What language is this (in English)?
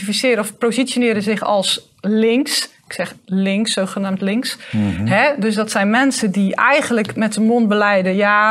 Dutch